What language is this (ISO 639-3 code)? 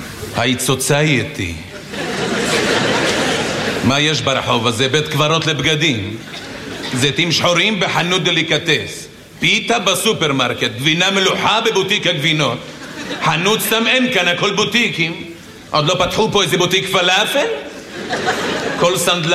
heb